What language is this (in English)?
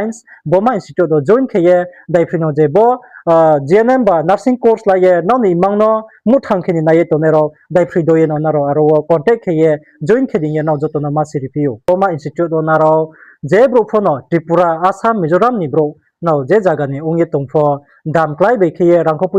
Riang (India)